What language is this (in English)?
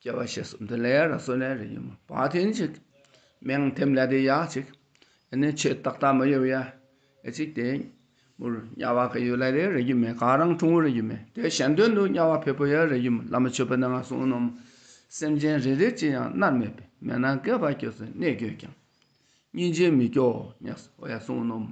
Dakpakha